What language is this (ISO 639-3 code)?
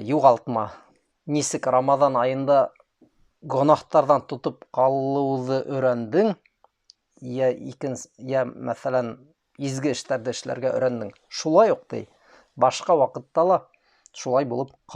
bak